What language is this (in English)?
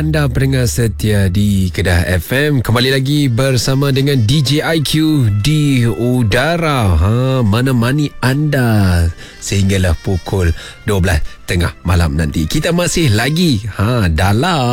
Malay